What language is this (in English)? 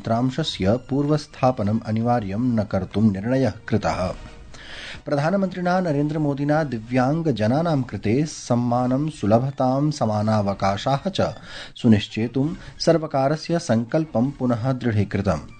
Sanskrit